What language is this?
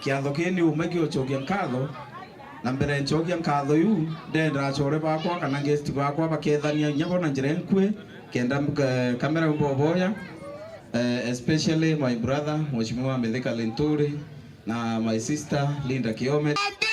Meru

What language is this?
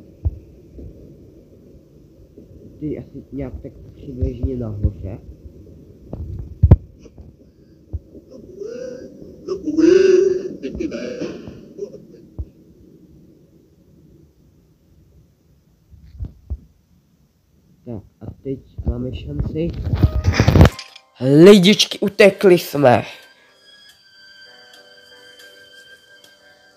Czech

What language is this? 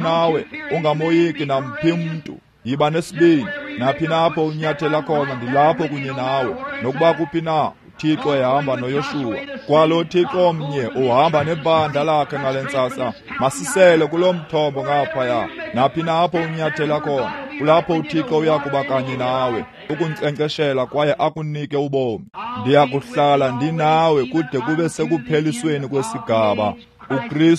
Xhosa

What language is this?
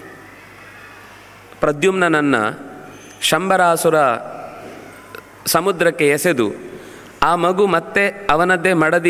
Kannada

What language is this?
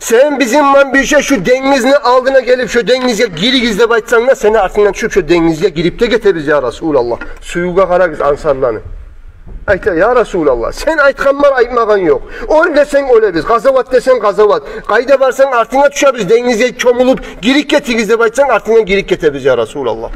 Kumyk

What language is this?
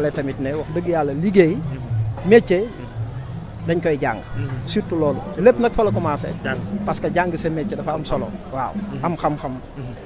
Wolof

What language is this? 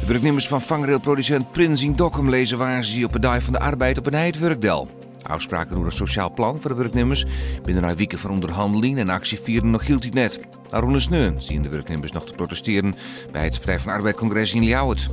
Western Frisian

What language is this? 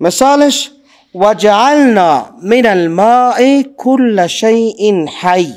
Persian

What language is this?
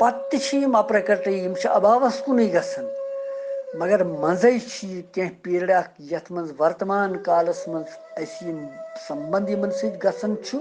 Kashmiri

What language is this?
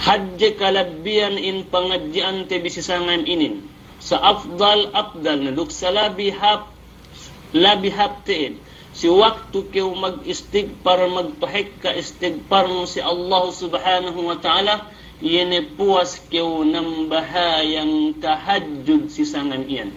Yakan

